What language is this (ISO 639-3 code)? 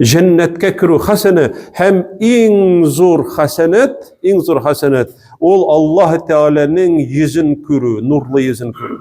tat